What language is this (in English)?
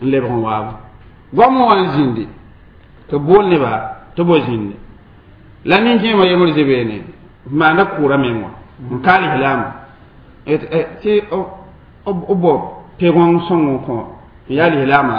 Mossi